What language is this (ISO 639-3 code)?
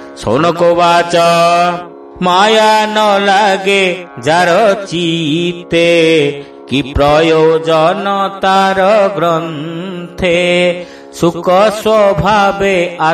ori